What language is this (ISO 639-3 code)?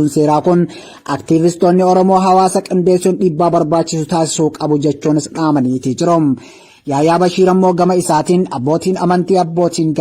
orm